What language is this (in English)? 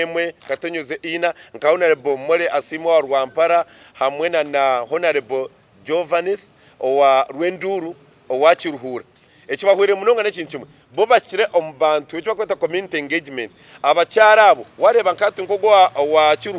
Nyankole